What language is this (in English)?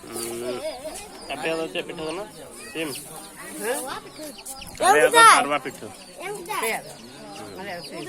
Santali